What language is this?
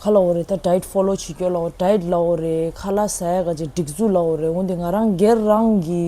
Tibetan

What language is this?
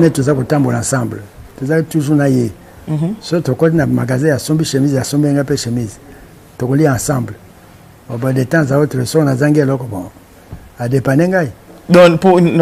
Lingala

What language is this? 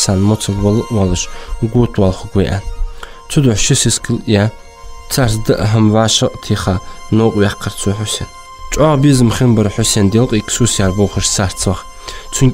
Ingush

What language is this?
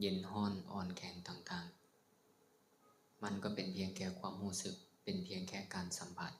Lao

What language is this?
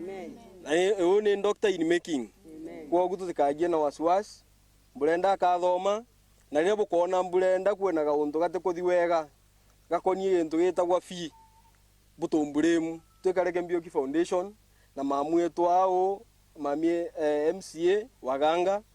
Meru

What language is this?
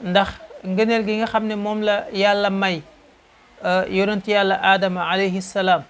Wolof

